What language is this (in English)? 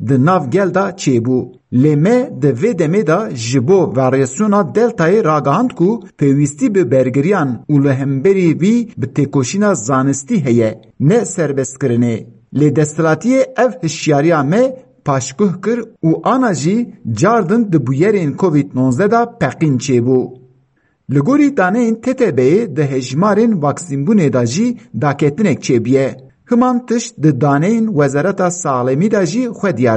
Kurdish